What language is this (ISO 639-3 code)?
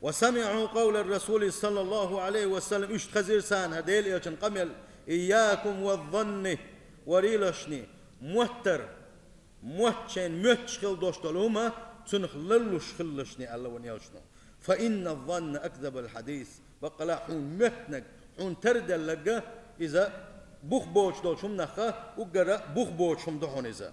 che